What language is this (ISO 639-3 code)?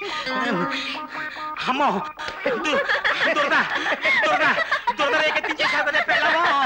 tel